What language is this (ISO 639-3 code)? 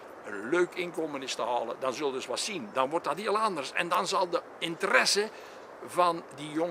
nld